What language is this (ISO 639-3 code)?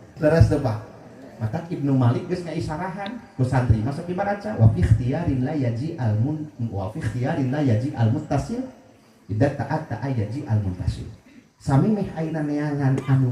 sun